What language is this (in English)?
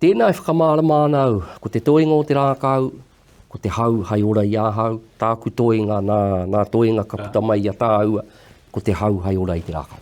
Māori